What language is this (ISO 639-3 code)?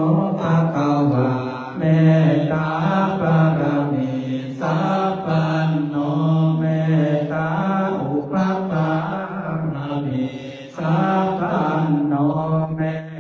pli